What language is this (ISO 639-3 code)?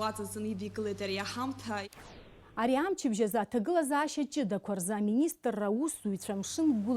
abk